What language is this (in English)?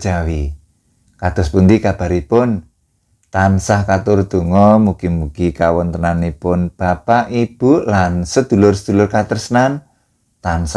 Javanese